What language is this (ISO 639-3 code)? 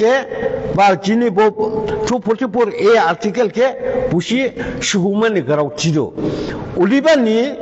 dis